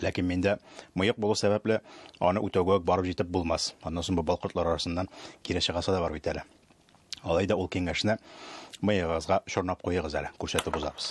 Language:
Tatar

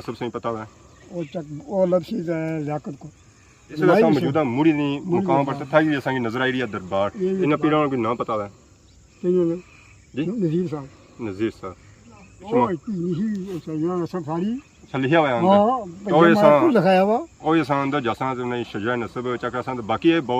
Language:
Pahari-Potwari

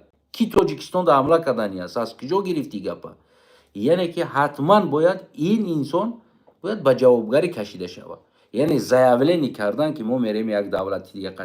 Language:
Tajik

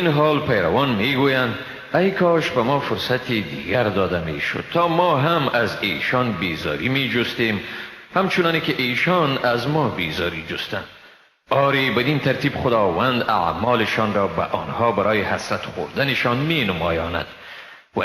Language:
Persian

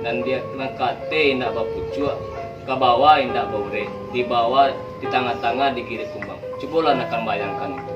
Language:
Minangkabau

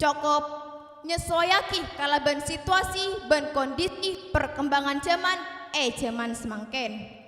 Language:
Madurese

